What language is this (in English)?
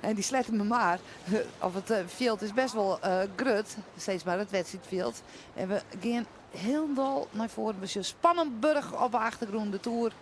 Western Frisian